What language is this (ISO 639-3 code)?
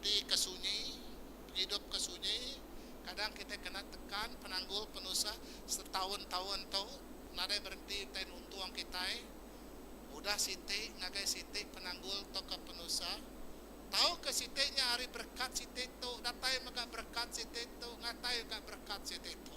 iba